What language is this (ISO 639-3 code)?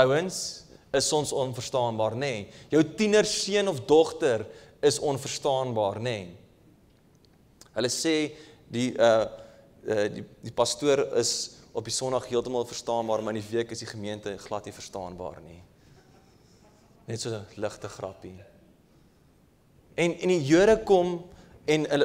afr